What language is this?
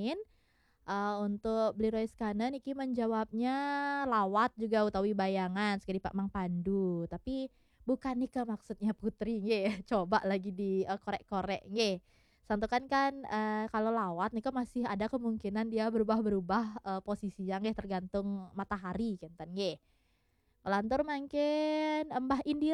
Balinese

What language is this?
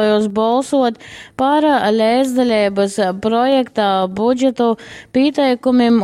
Latgalian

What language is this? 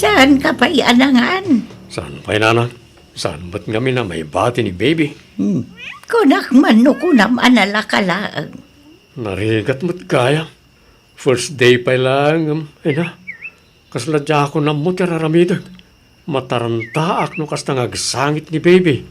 Iloko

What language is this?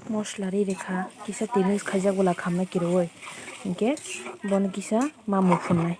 Kok Borok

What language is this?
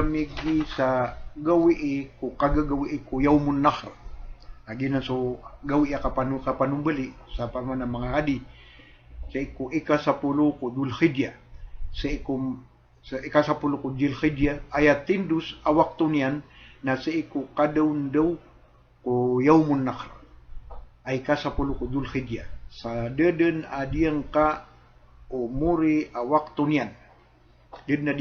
Maranao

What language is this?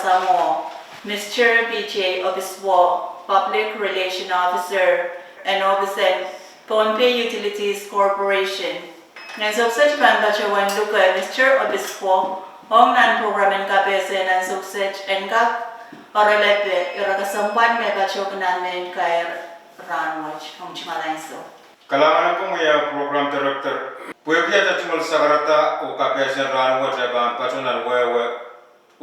Pohnpeian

